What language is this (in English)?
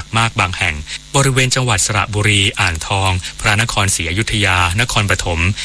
Thai